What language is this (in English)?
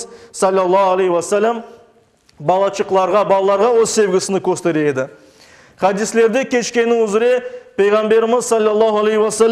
Crimean Tatar